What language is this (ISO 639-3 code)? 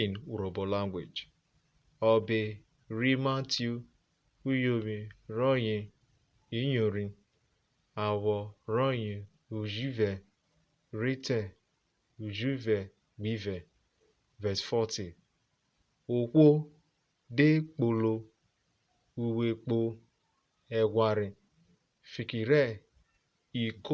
urh